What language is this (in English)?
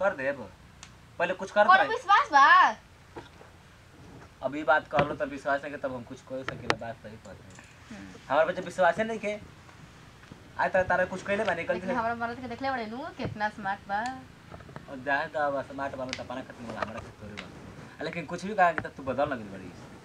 Bhojpuri